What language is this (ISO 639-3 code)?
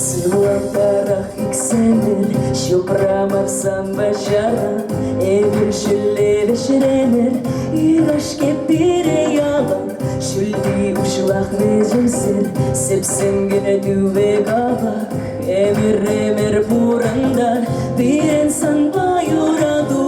chv